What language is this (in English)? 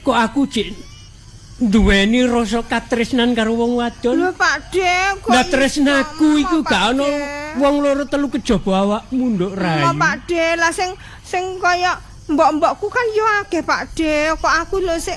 Javanese